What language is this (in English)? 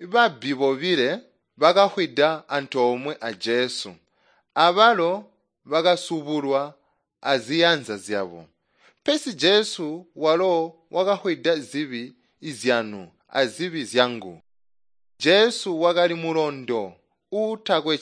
Tonga (Zambia)